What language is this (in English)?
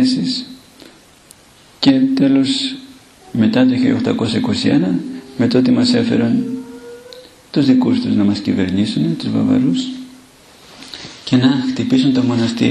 Greek